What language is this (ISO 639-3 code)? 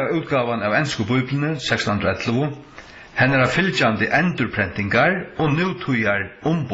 fao